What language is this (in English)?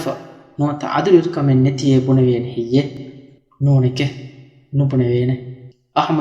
Divehi